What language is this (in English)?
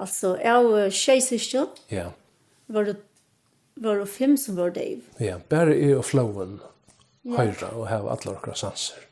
Faroese